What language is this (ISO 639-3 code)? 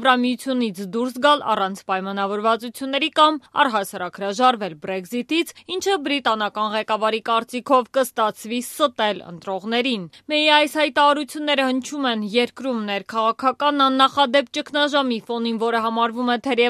hye